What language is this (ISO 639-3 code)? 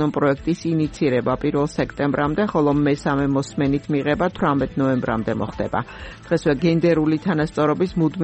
kat